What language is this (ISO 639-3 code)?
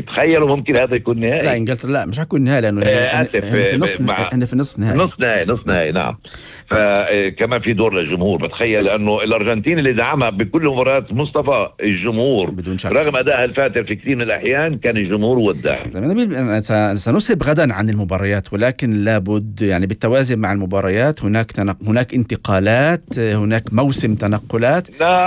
apc